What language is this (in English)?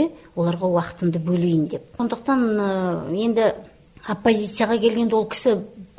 Kazakh